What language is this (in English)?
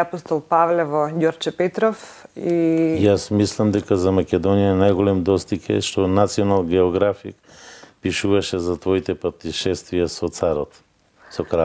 Macedonian